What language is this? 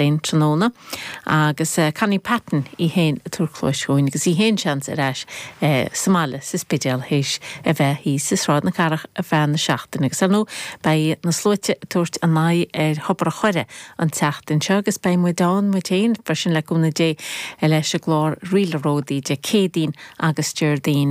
Irish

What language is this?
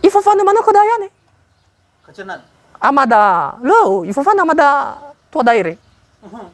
Nias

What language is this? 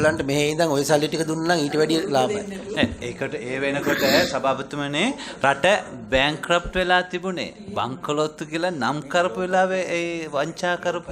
Sinhala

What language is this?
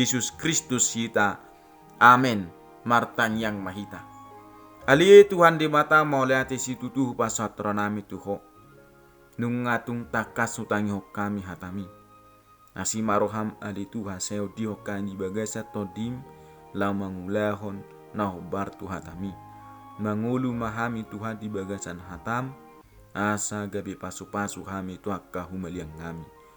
Batak Toba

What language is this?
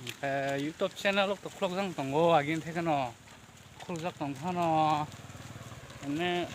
Kok Borok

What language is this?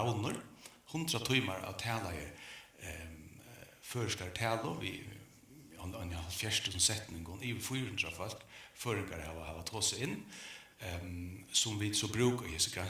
Faroese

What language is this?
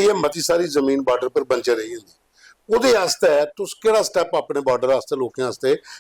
Dogri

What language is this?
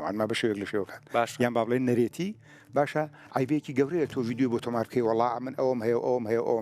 Central Kurdish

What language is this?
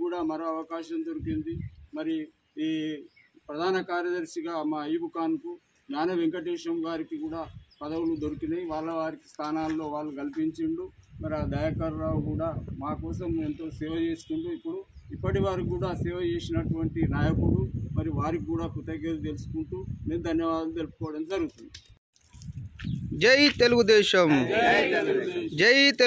Telugu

